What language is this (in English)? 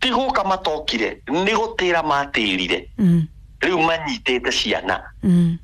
Kikuyu